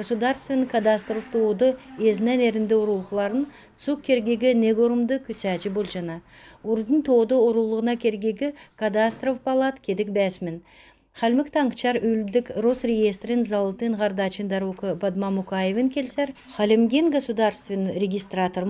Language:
Kalmyk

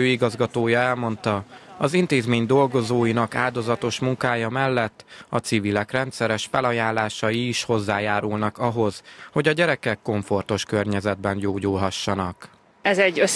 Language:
Hungarian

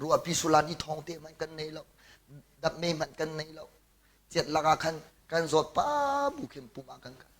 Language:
Hakha Chin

